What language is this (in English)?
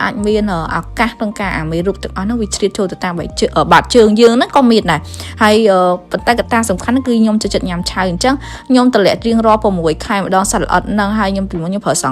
Khmer